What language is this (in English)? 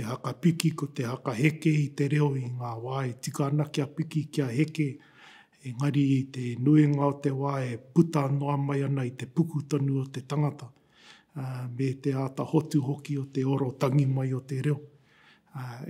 Māori